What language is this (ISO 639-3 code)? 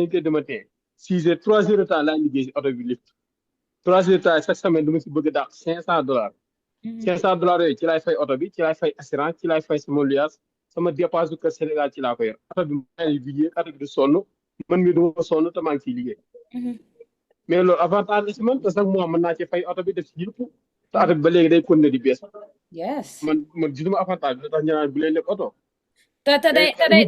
wol